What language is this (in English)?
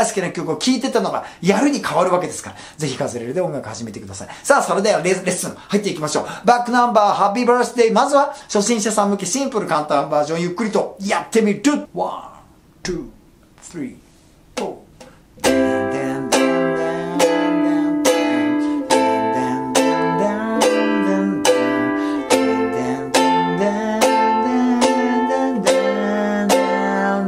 Japanese